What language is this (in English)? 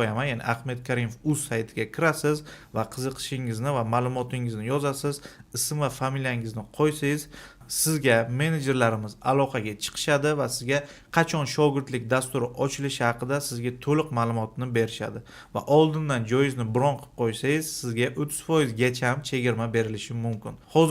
Uzbek